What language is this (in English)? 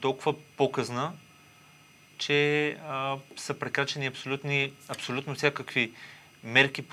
Bulgarian